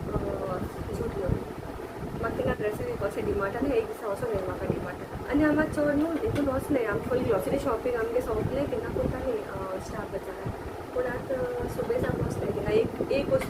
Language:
Konkani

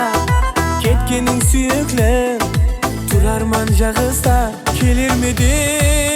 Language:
Kara-Kalpak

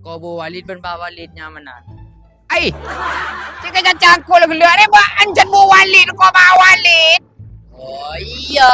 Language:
Madurese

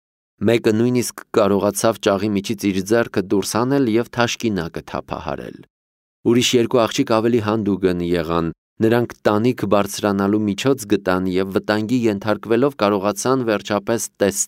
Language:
Armenian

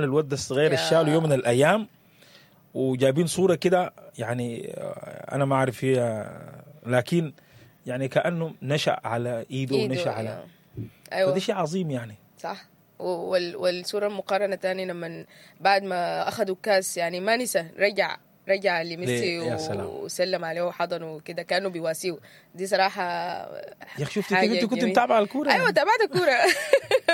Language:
Sudanese Arabic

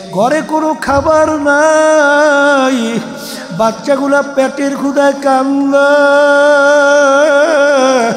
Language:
Bangla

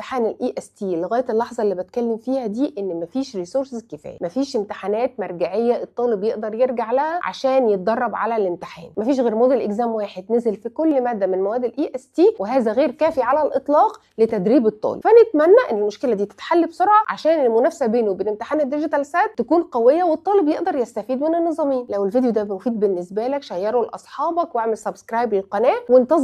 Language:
Egyptian Arabic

